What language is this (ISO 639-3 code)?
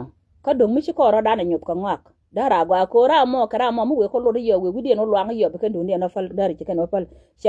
nus